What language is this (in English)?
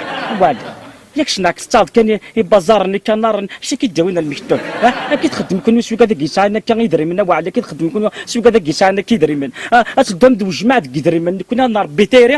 Kabyle